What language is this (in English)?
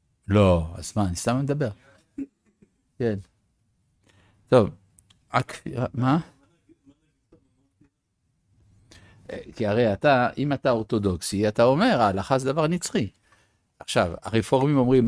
Hebrew